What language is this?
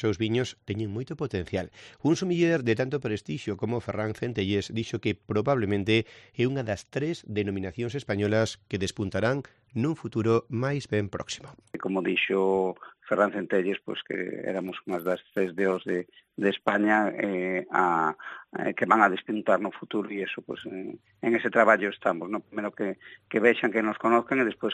Galician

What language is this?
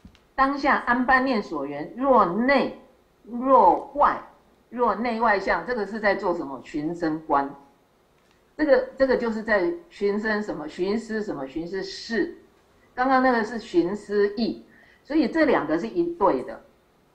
Chinese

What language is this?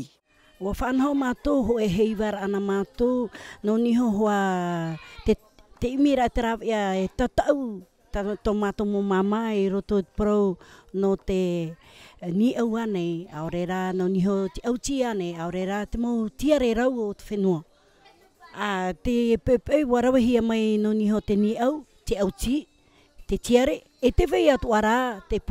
Tahitian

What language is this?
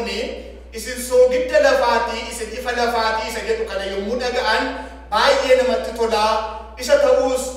Oromo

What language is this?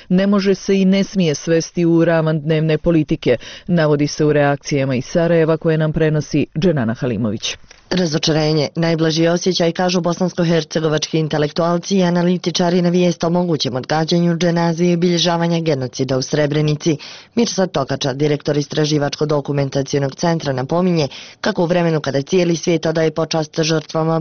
Bosnian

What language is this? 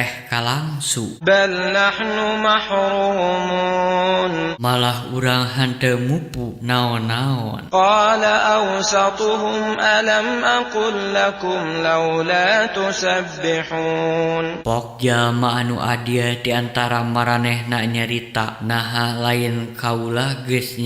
Sundanese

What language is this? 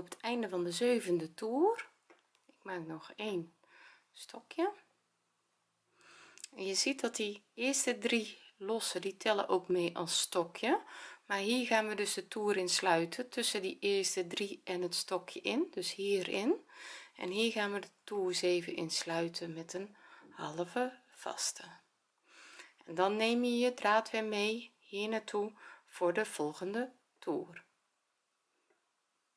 Dutch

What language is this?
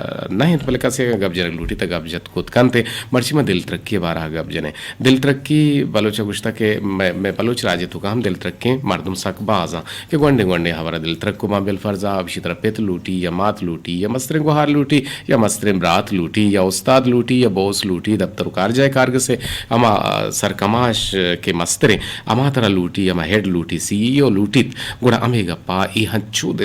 Eastern Balochi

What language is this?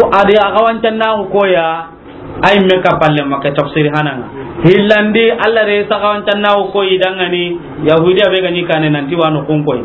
Soninke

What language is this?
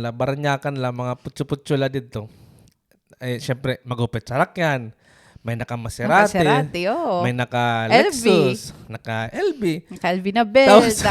Waray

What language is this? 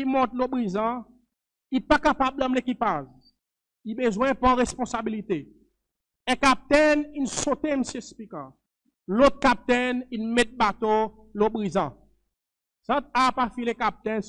Seselwa Creole French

